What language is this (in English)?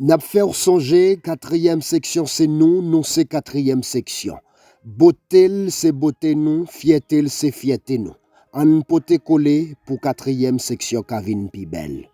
Haitian Creole